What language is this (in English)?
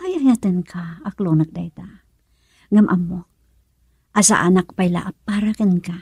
Iloko